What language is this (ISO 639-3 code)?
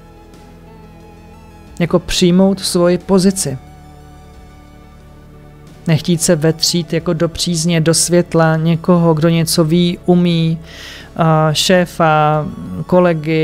ces